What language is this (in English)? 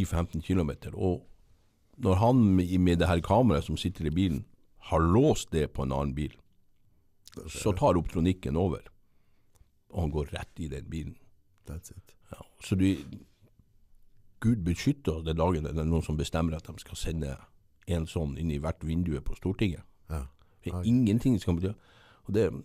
Norwegian